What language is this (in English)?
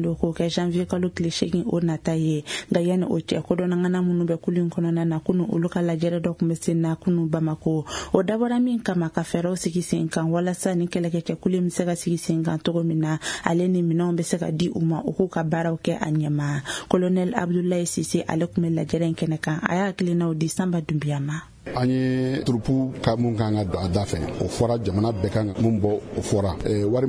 Bambara